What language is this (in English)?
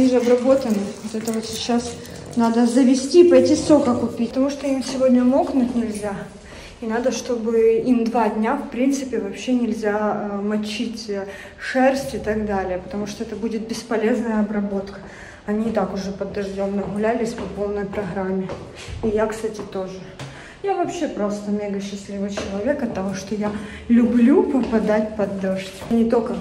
Russian